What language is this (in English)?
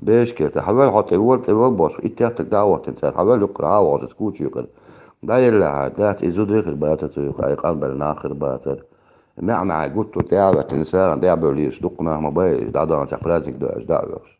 Chechen